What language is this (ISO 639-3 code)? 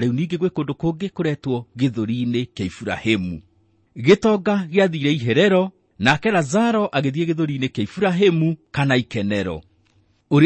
kik